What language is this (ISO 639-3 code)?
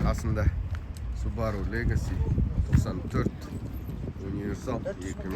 kaz